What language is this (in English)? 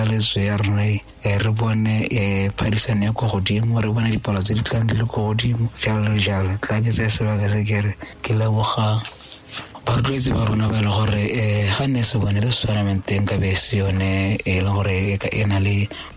Tswana